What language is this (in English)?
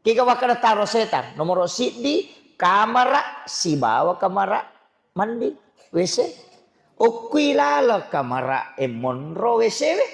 Buginese